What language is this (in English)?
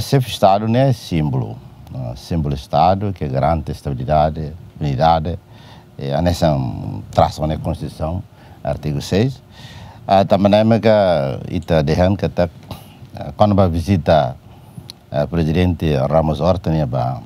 Tetum